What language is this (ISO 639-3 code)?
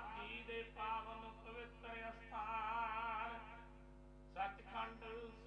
pan